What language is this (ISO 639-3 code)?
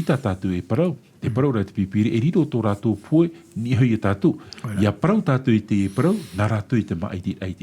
tah